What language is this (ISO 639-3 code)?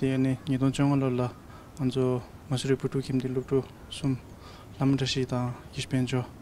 bod